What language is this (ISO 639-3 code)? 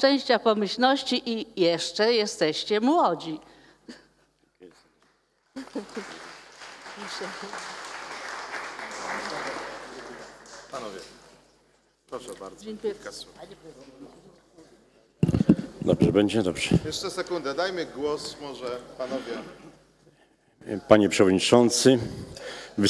pol